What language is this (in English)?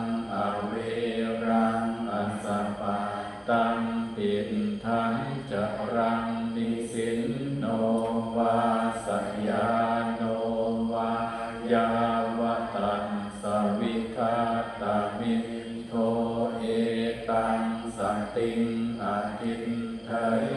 Pali